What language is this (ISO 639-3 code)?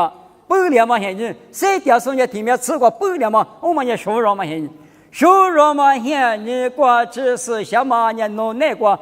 lis